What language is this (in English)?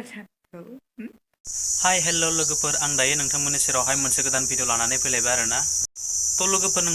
Bodo